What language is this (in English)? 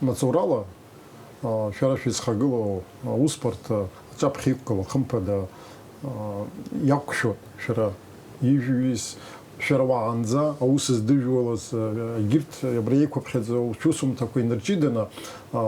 Abkhazian